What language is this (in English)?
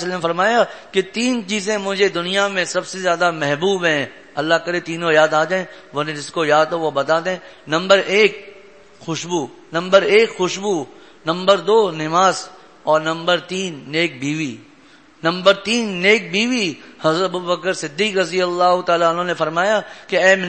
Urdu